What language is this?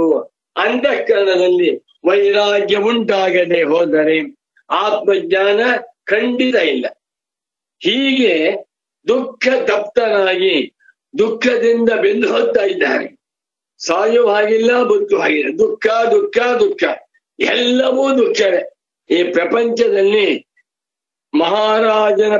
Kannada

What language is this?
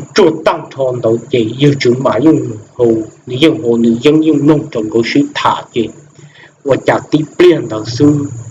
Hmong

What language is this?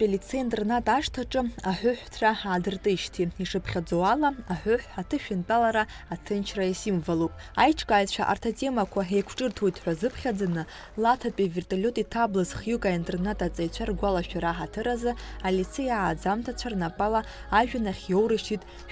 Abkhazian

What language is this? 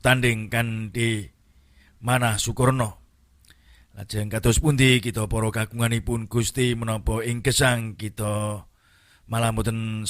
Javanese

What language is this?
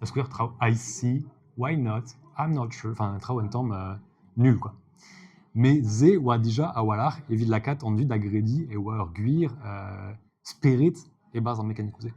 Breton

